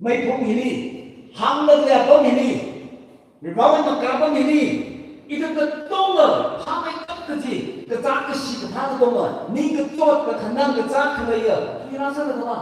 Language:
Tangkhul Naga (India)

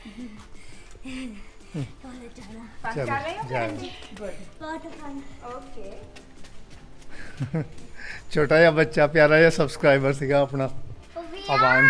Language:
Punjabi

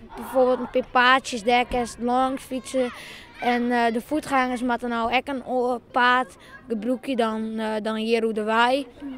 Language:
Western Frisian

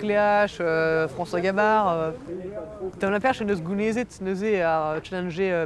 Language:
Breton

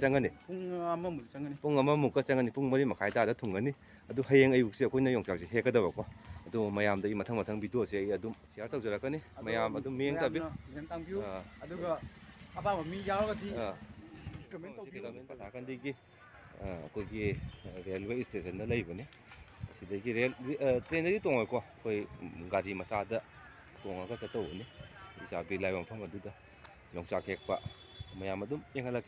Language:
Manipuri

